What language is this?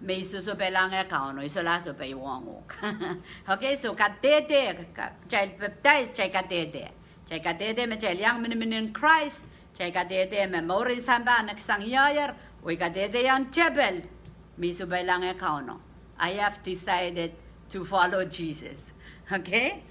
Pohnpeian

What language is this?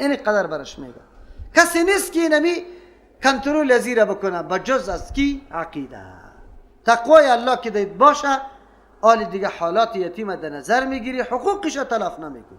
Persian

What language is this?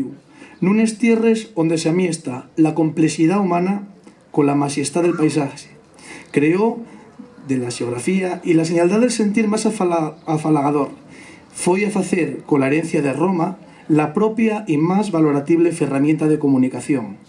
Asturian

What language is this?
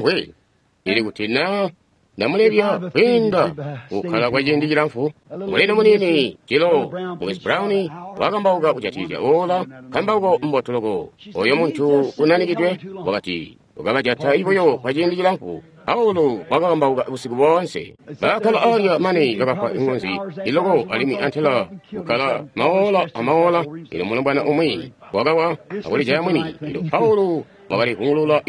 Tonga (Zambia)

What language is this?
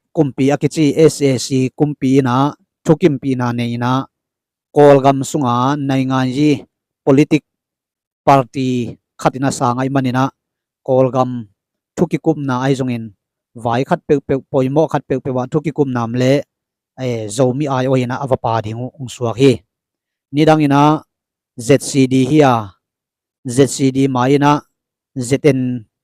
Tedim Chin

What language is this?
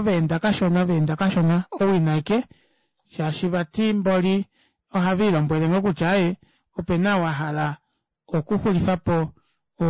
Kuanyama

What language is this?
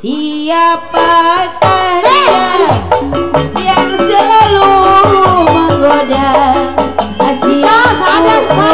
Betawi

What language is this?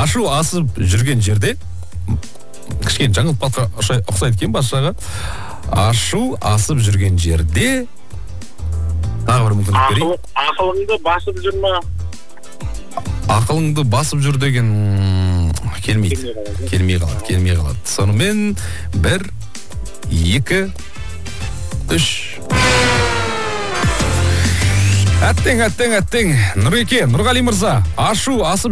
Kazakh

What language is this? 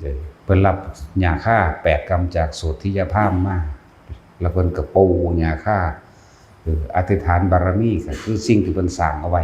Northeastern Thai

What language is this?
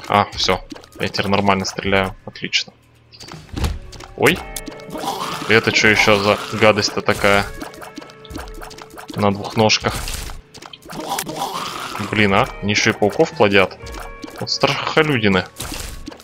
Russian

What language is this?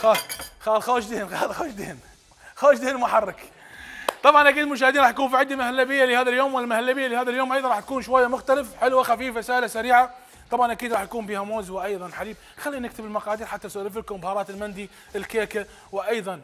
Mesopotamian Arabic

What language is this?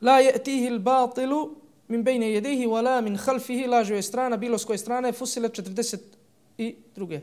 Bosnian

